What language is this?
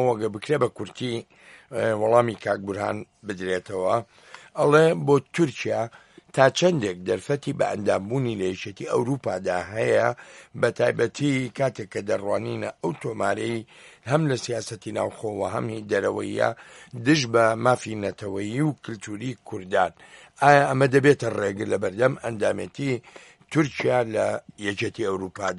Central Kurdish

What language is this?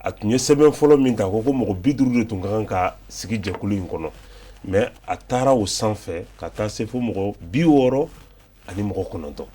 Bambara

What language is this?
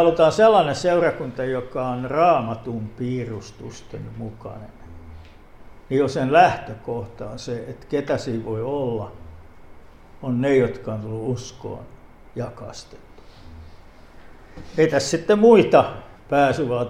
Finnish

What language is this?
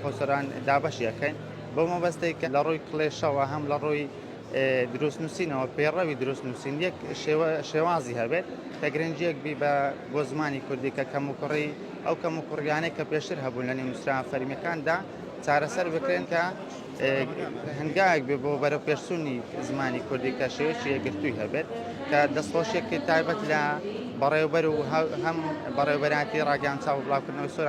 Central Kurdish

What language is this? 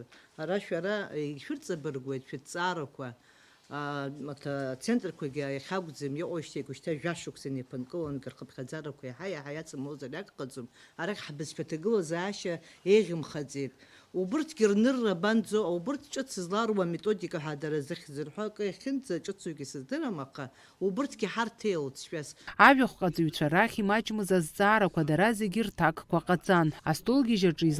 Abkhazian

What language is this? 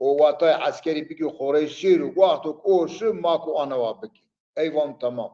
Zaza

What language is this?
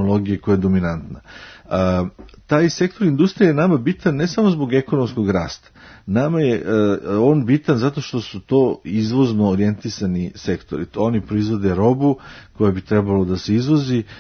Serbian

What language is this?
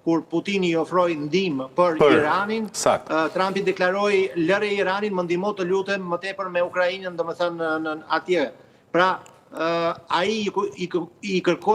Albanian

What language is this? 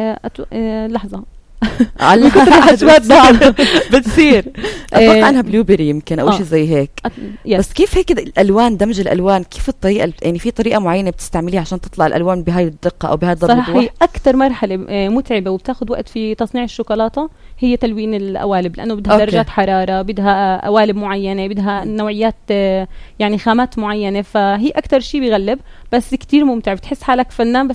North Levantine Arabic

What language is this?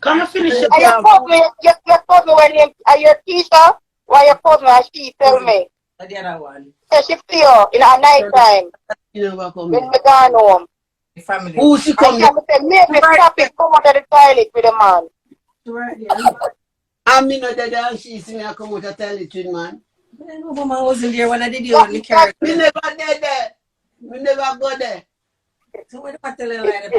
Jamaican Creole English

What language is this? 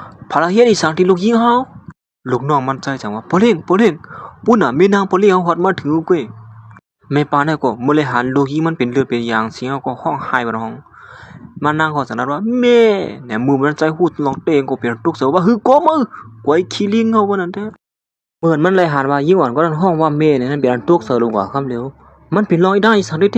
Shan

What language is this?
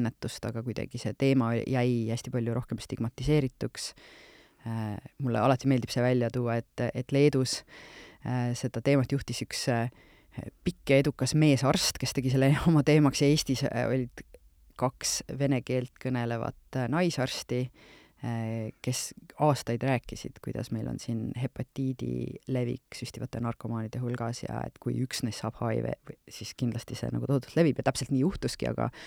Estonian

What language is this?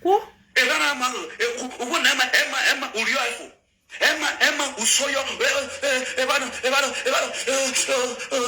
Nigerian Pidgin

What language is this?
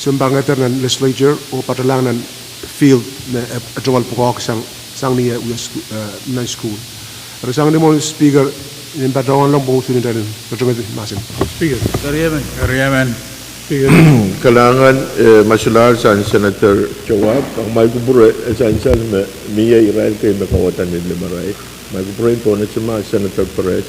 Pohnpeian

